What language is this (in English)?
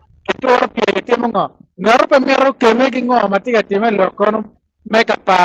Acoli